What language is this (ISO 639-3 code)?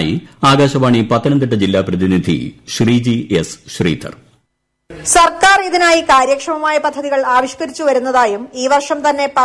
mal